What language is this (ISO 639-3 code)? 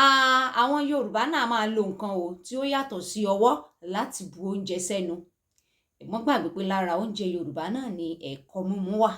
yor